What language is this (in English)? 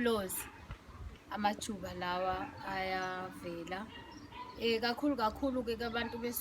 Zulu